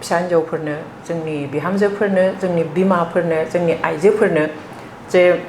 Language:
Bodo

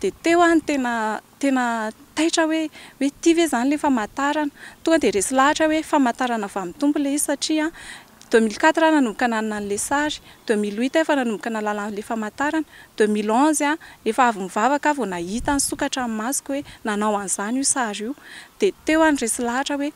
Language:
Malagasy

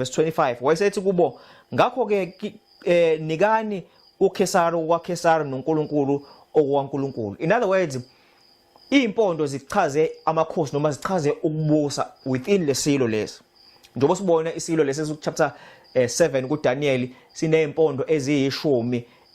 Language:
Zulu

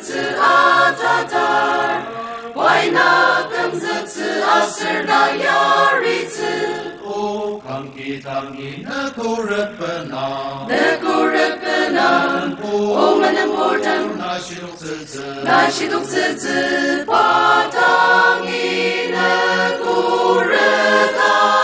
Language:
Ao Naga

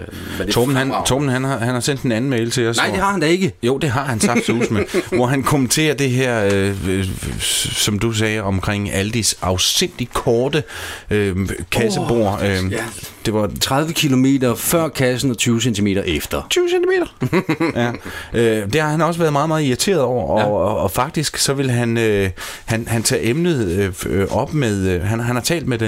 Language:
Danish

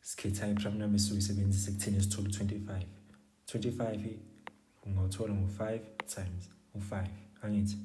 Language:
Zulu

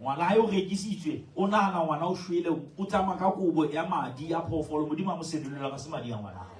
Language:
Southern Sotho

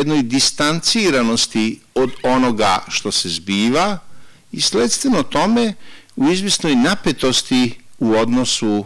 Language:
Serbian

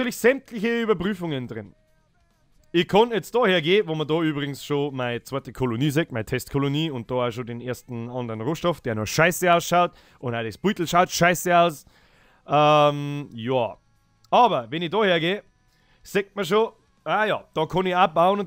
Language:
Bavarian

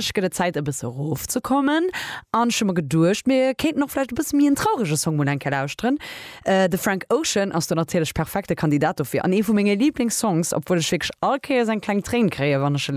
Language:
Luxembourgish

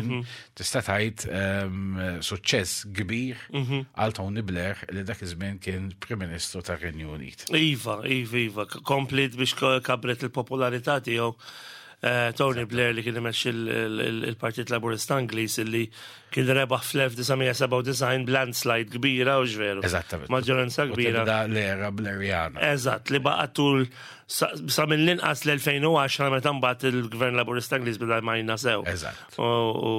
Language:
Maltese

